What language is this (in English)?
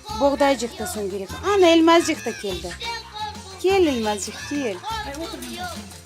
Crimean Tatar